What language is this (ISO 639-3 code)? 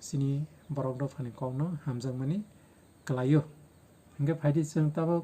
trp